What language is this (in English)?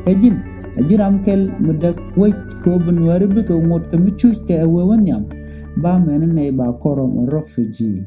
Nuer